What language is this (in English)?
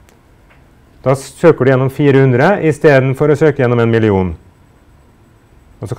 Norwegian